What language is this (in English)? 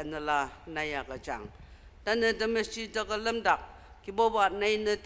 Ao Naga